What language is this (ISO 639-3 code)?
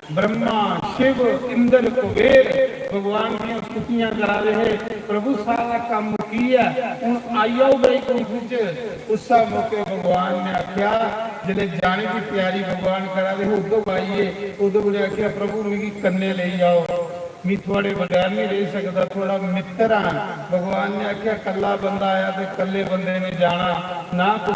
doi